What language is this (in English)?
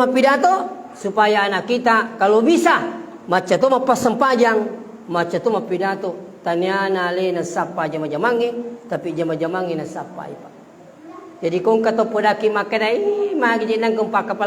Buginese